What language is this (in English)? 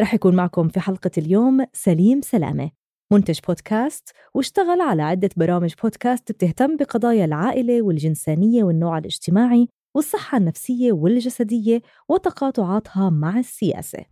North Levantine Arabic